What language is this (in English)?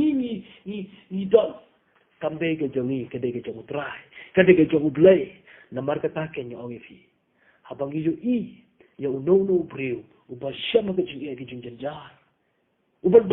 Khasi